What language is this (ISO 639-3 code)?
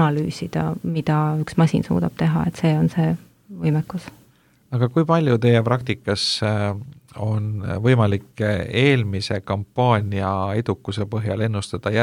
est